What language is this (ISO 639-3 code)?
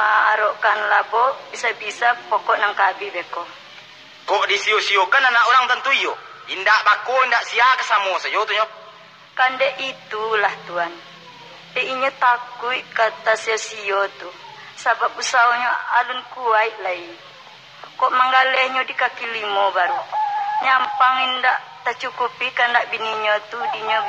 min